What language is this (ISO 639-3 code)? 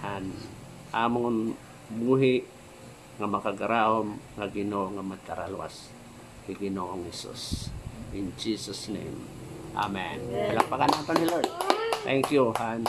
war